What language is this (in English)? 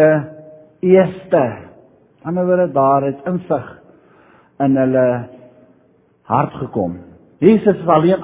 Afrikaans